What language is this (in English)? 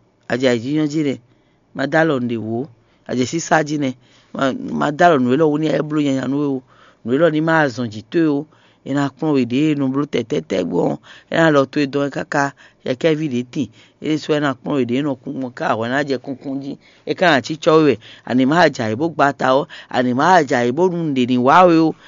Fon